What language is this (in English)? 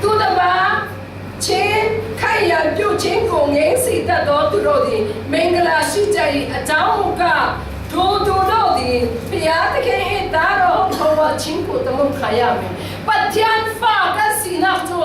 Falam Chin